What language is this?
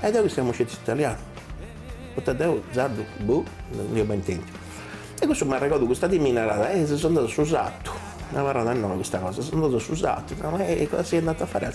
Sardinian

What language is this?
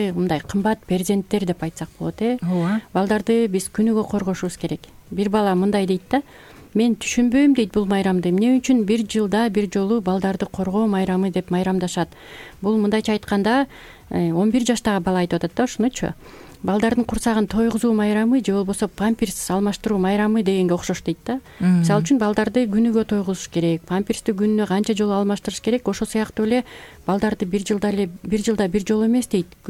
Kyrgyz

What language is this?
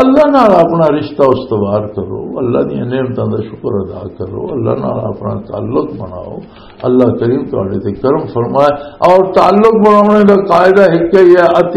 Western Panjabi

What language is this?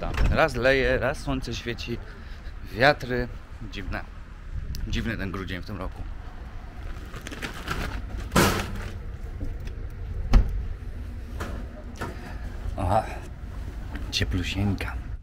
Polish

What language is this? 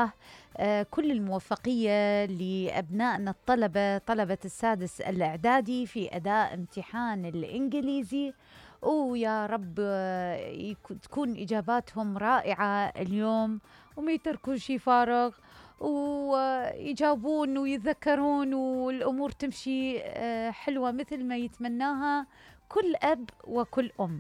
Mesopotamian Arabic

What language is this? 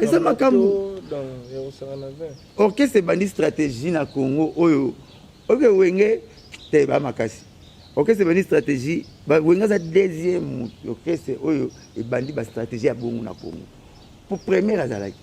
Lingala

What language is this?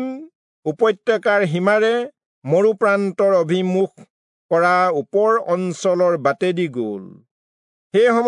Assamese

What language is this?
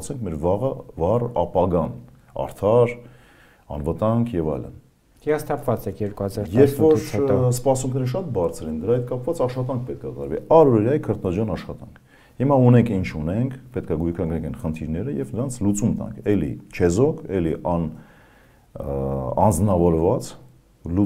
Armenian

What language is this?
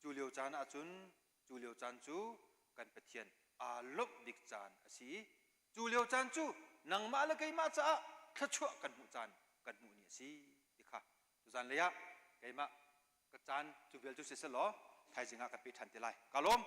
Hakha Chin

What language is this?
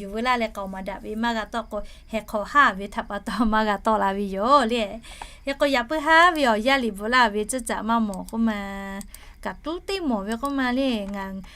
Lahu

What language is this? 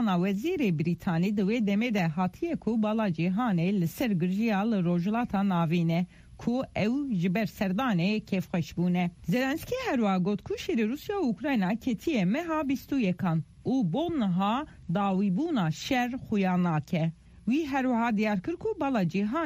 Kurdish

